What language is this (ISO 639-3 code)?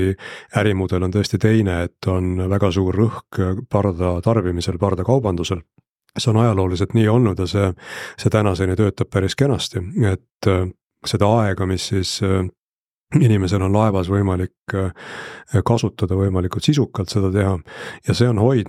est